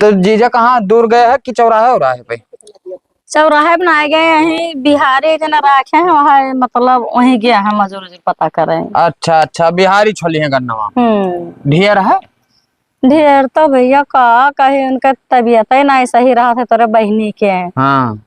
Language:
Awadhi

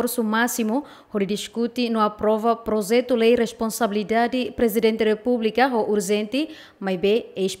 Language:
Tetum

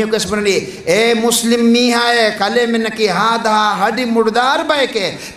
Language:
Divehi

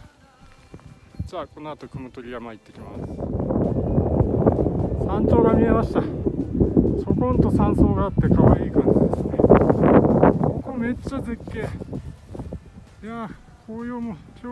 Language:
Japanese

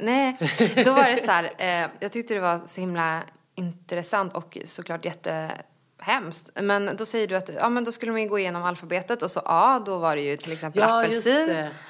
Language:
Swedish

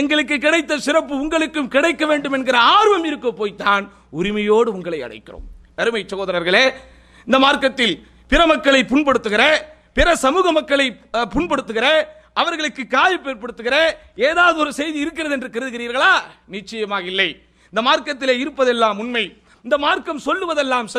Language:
Tamil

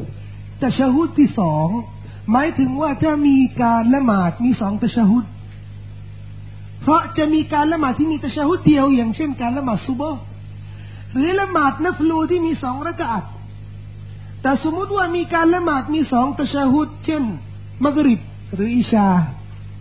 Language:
Thai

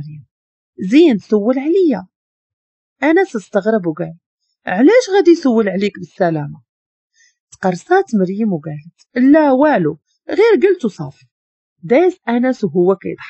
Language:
Moroccan Arabic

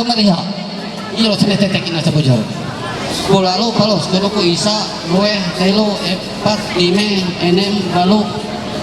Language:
Ma'anyan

